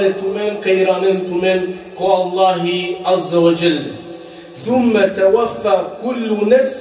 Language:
Balkan Romani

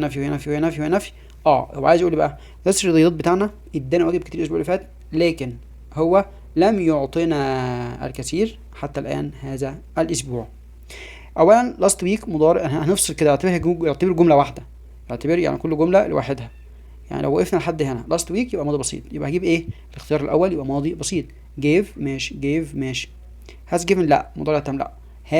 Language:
Egyptian Arabic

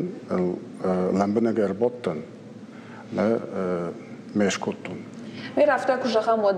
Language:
Ossetic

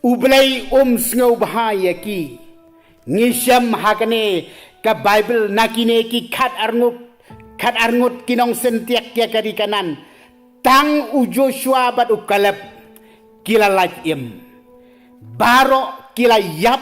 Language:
Khasi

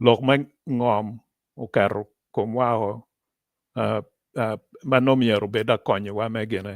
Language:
Acoli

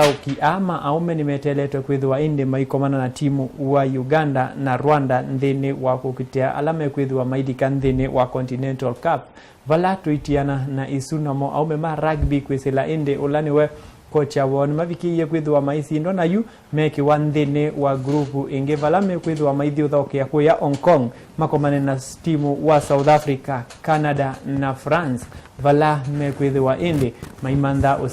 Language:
Kamba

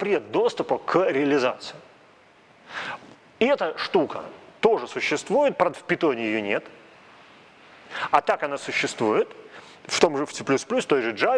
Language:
Russian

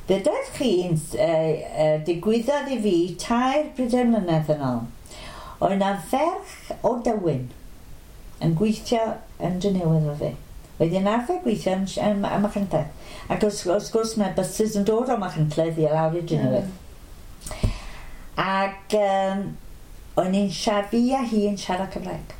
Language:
Welsh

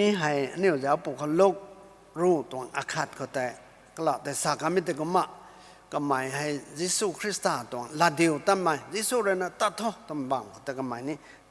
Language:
Rongmei Naga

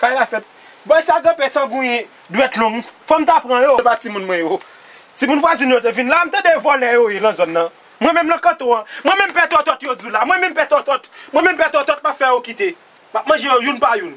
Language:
Haitian Creole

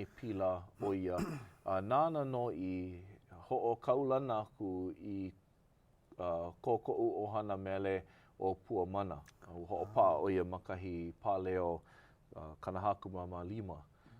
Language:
Hawaiian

